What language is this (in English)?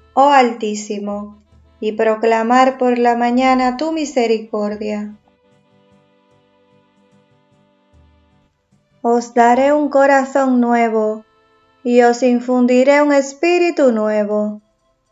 Spanish